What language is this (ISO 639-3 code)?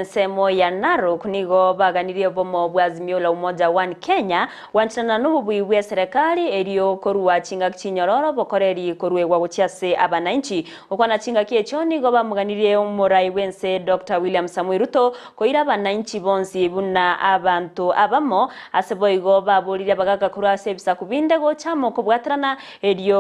guz